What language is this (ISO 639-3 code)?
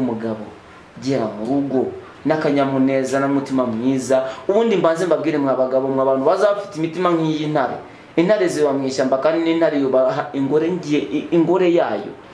kin